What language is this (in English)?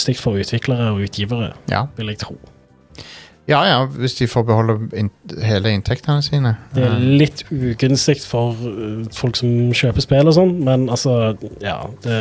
Norwegian